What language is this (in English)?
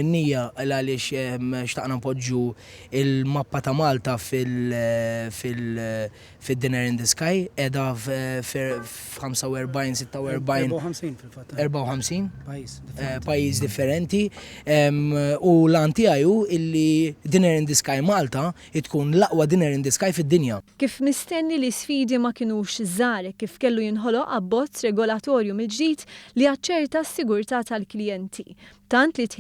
Maltese